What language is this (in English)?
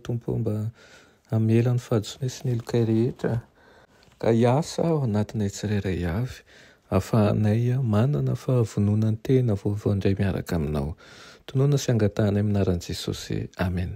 Malagasy